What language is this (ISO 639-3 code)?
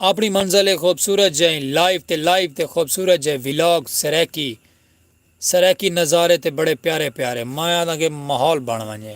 skr